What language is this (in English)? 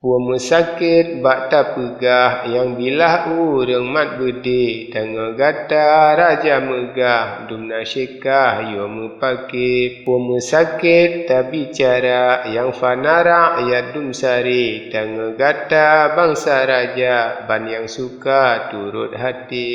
Achinese